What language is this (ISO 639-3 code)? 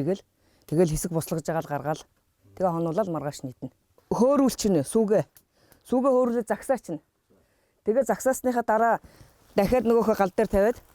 mon